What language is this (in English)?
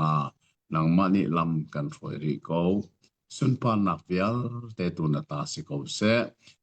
Hakha Chin